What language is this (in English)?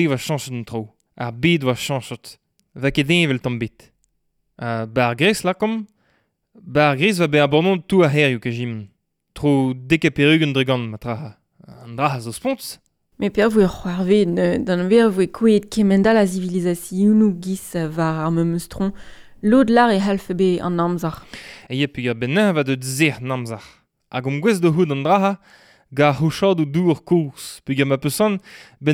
Breton